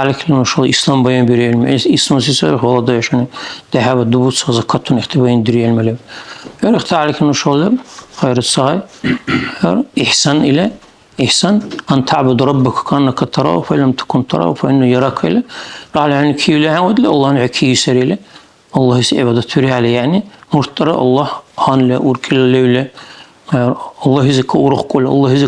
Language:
Dargwa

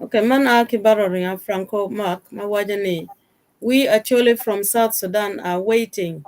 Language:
Acoli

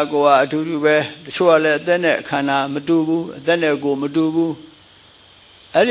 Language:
Burmese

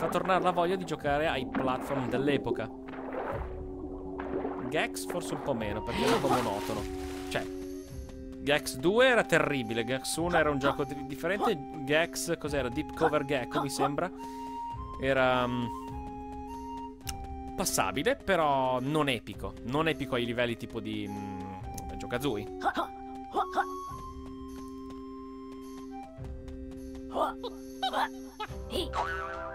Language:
Italian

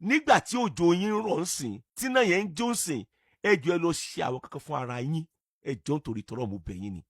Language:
Yoruba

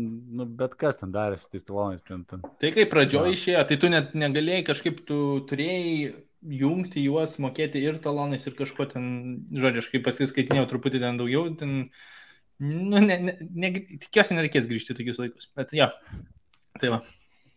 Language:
Lithuanian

